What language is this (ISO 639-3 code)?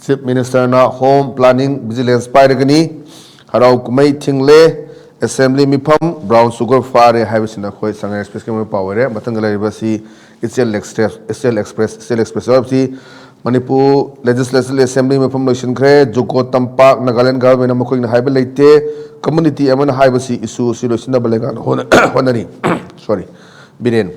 mni